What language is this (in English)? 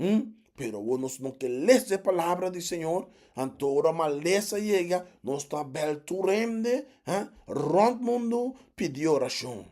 Papiamento